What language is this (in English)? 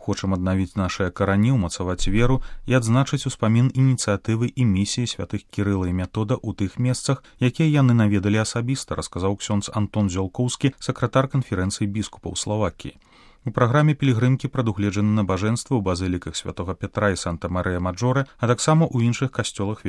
Belarusian